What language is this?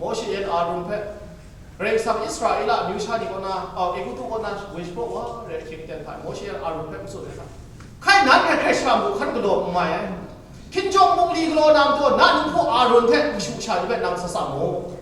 Kachin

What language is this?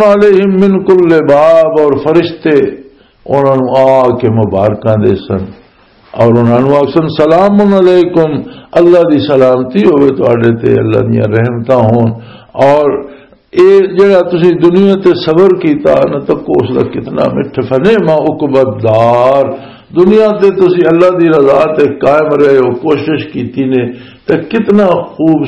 Western Panjabi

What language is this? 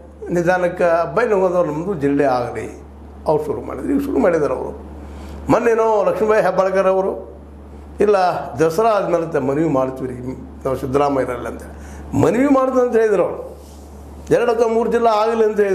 Kannada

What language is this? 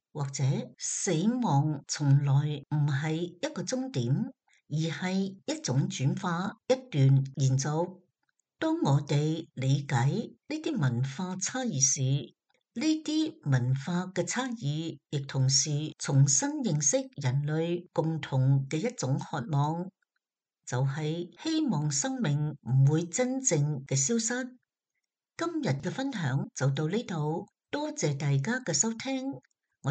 Cantonese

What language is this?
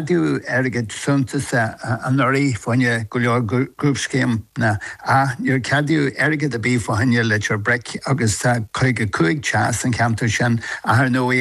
Irish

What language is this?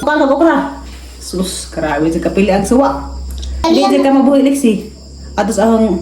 Cebuano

